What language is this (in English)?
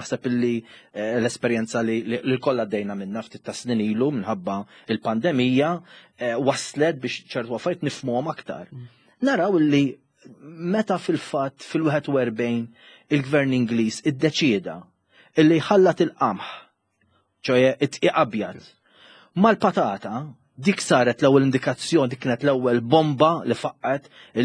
Maltese